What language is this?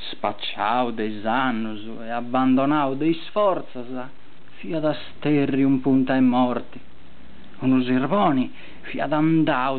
Sardinian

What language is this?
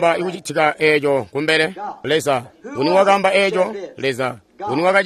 Tonga (Zambia)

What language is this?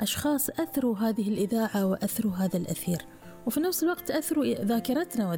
Gulf Arabic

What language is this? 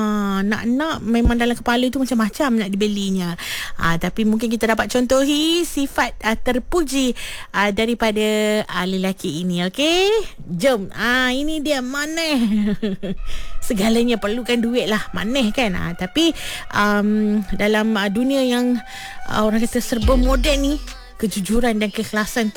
Malay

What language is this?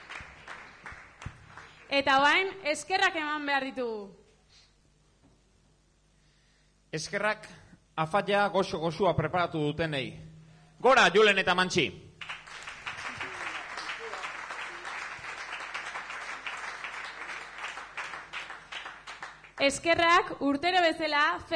Basque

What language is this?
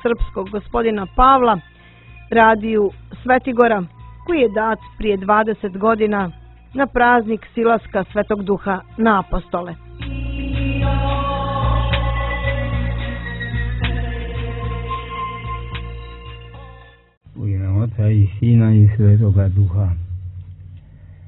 Serbian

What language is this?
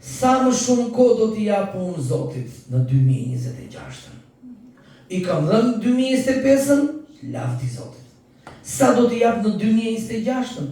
Albanian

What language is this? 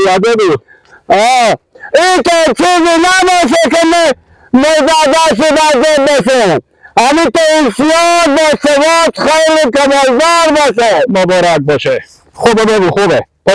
Persian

